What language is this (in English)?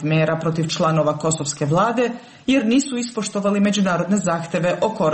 Serbian